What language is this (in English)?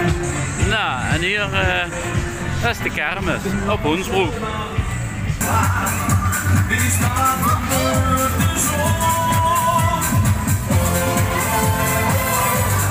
Dutch